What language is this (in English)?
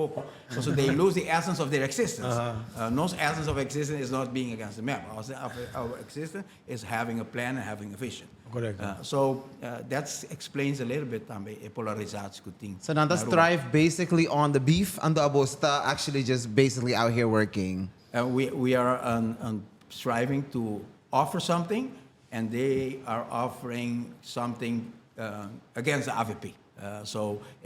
Papiamento